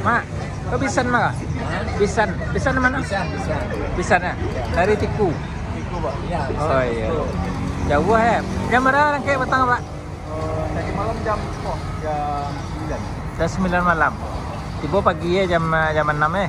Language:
Minangkabau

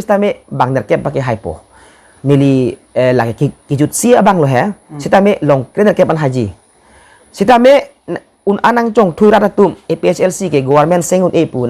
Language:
Karbi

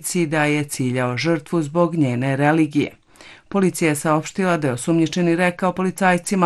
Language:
Bosnian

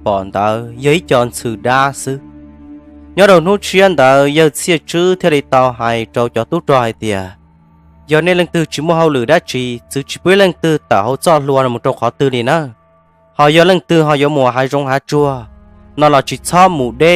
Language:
Hmong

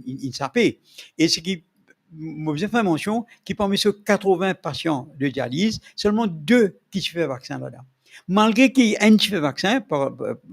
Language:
Morisyen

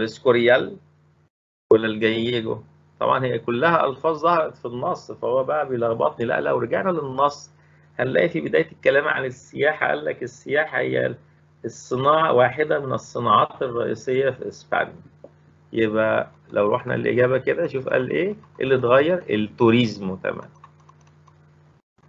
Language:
Egyptian Arabic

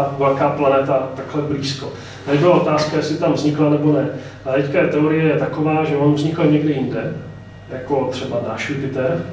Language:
Czech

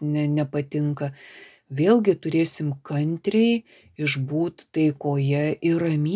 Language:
Lithuanian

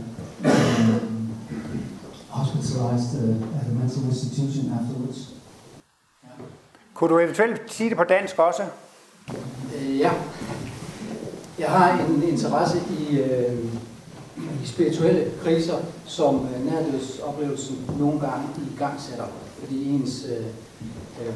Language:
Danish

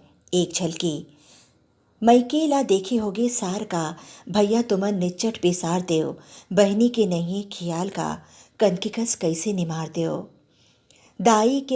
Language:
Chhattisgarhi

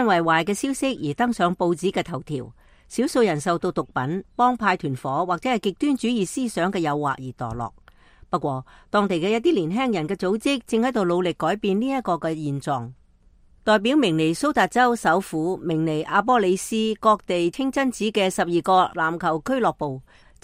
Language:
Cantonese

